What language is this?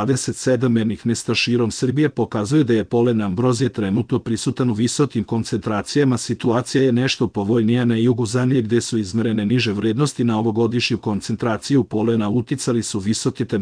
Serbian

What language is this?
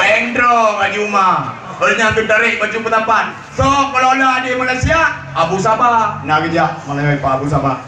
Achinese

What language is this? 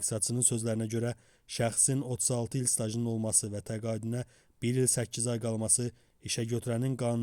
Azerbaijani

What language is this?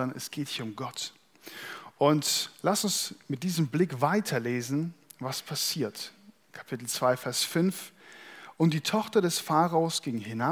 German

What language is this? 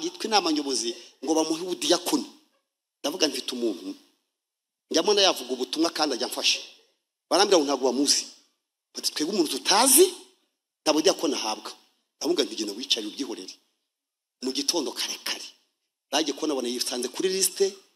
Kinyarwanda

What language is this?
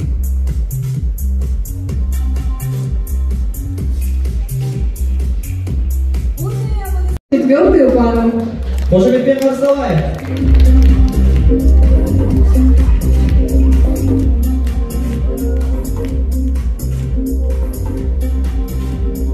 Kazakh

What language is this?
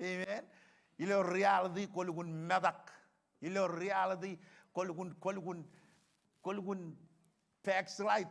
Marshallese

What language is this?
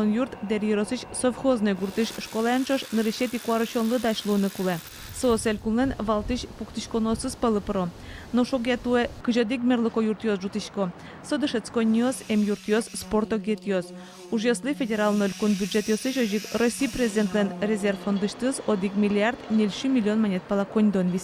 Udmurt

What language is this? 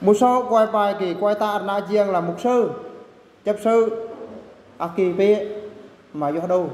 Eastern Bru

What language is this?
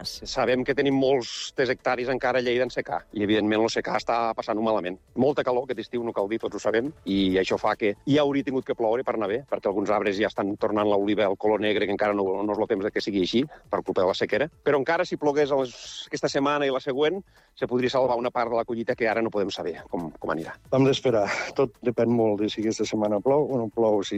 Catalan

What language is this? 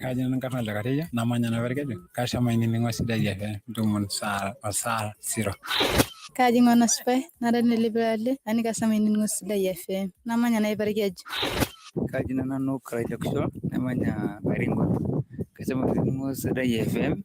Masai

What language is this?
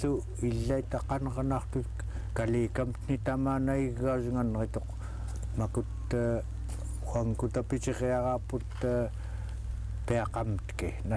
Central Yupik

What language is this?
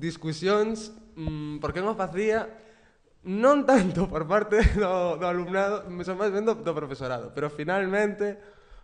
Galician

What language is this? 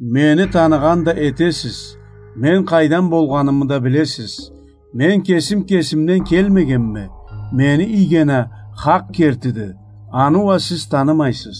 Karachay-Balkar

